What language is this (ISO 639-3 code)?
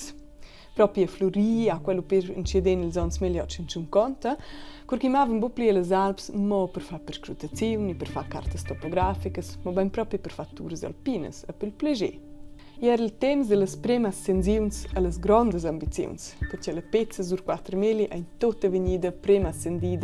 roh